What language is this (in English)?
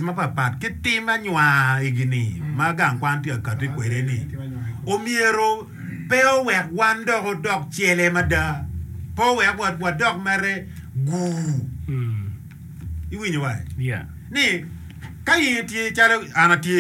Acoli